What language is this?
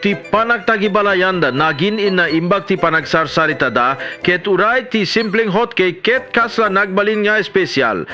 Iloko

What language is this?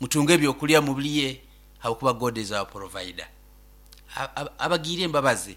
Nyoro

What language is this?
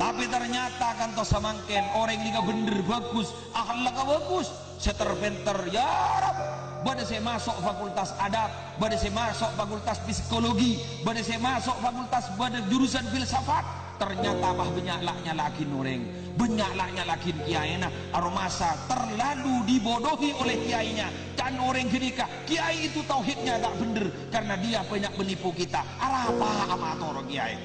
Madurese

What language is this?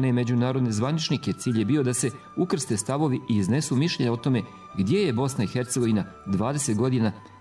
Bosnian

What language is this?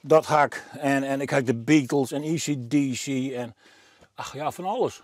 Western Frisian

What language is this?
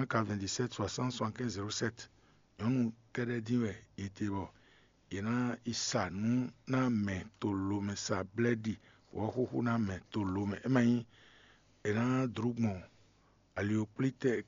Fon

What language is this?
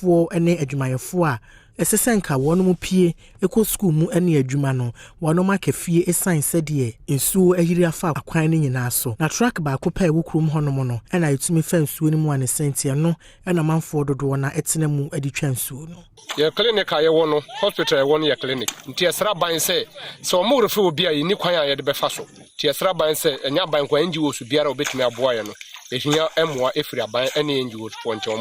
Akan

